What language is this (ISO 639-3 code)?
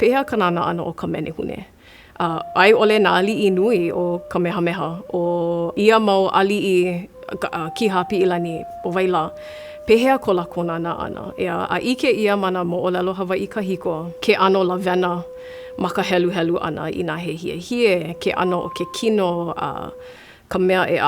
haw